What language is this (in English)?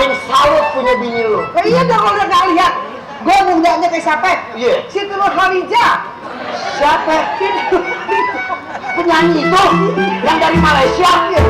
Betawi